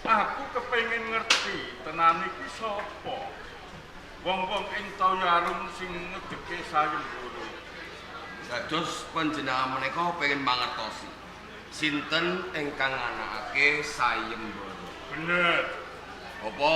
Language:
Javanese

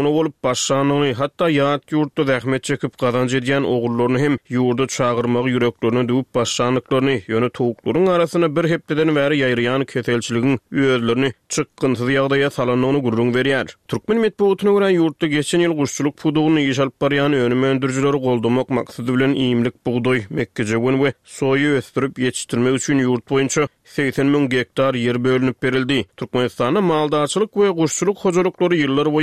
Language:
Turkmen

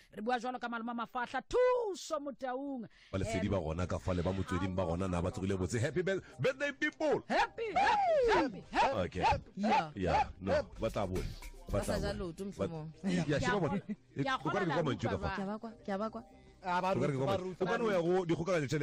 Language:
Tswana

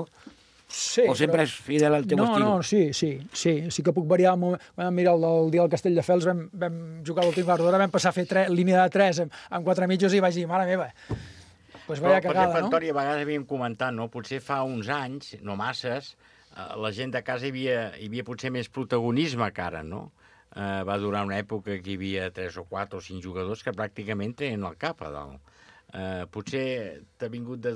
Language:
Catalan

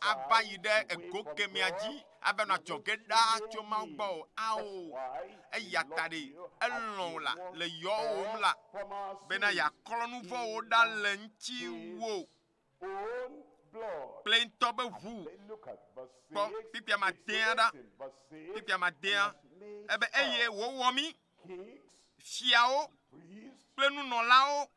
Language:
Ewe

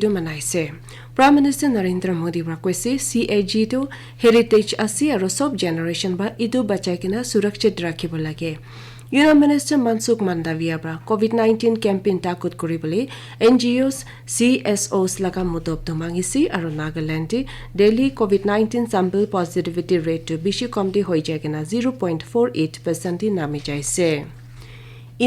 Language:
Naga Pidgin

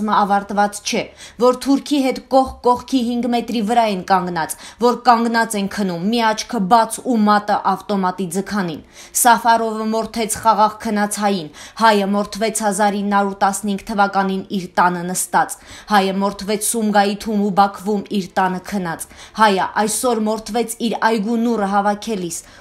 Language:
Armenian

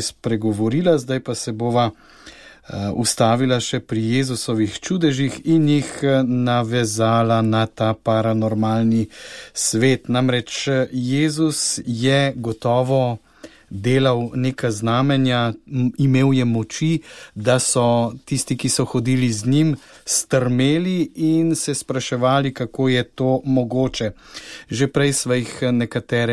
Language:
Slovenian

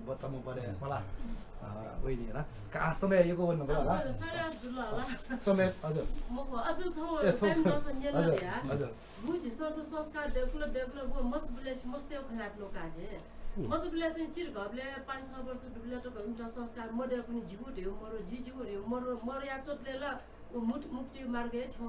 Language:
Newari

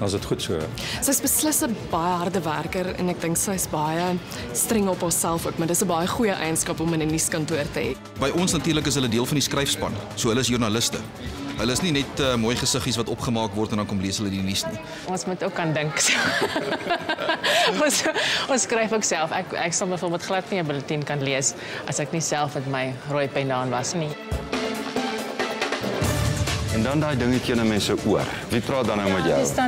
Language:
Afrikaans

